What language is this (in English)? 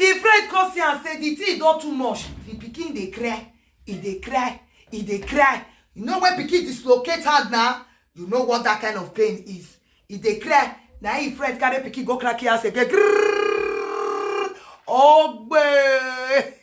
Nigerian Pidgin